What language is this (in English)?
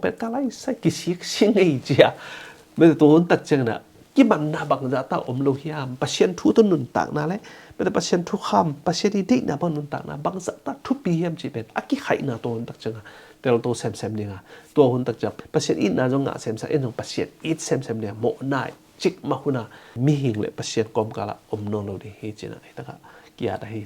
Tedim Chin